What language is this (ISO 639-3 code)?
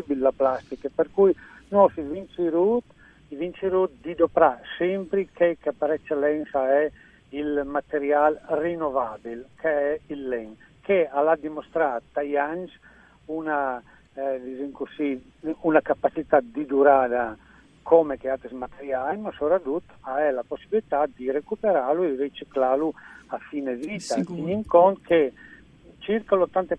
fur